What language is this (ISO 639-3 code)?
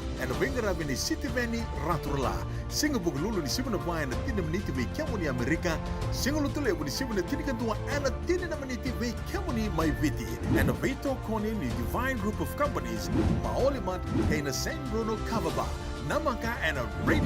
fij